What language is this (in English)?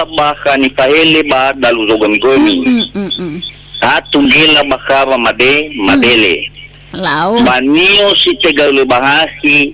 Nias